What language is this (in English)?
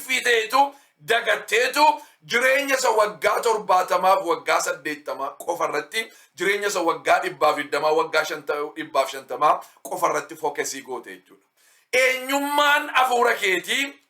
Oromo